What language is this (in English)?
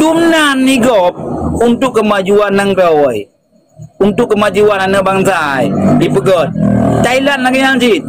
Achinese